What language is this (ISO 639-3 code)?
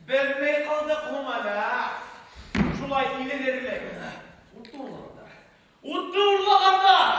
bak